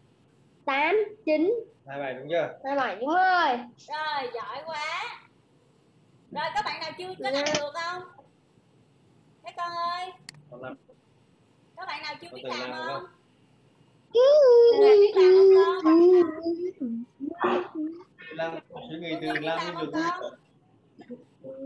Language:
Vietnamese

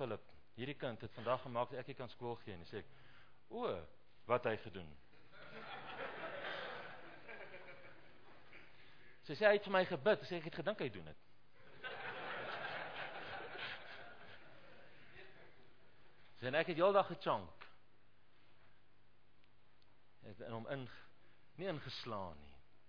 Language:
Afrikaans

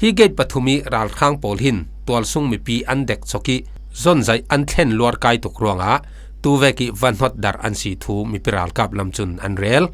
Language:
Falam Chin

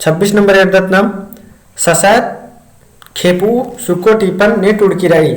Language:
Kurukh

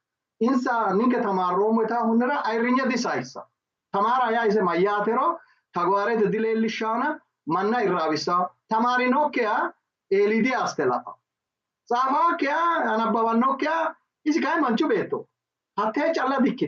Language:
Sidamo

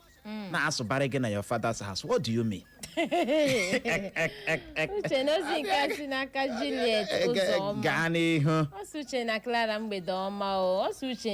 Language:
Igbo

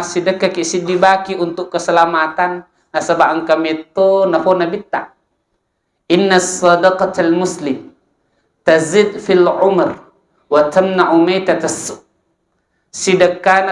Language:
Buginese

